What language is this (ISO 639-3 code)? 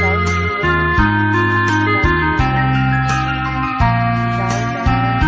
hmn